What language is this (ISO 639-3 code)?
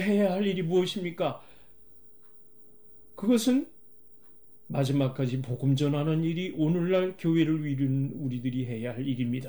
kor